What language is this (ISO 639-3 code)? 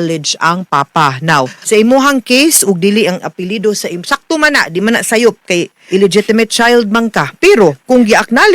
ceb